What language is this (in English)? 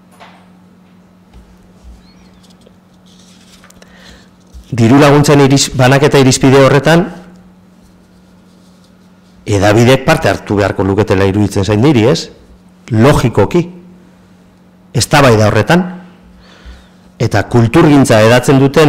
Basque